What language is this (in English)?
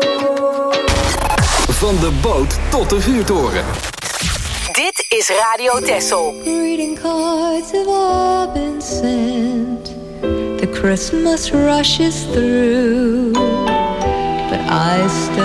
Dutch